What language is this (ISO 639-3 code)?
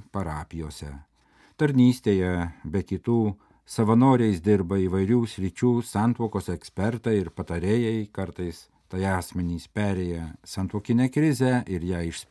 lit